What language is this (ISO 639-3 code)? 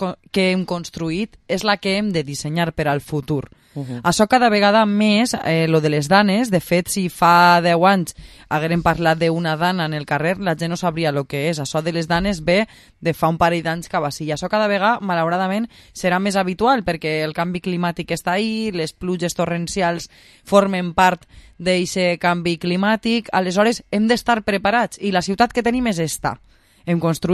cat